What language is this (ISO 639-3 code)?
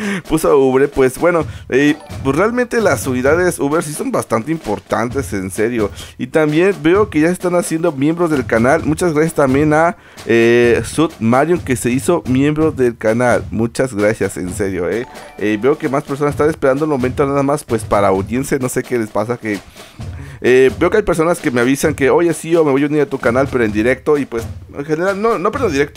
spa